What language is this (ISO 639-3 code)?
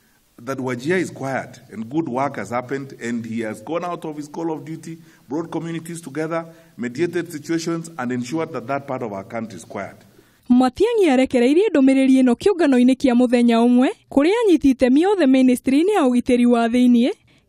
kik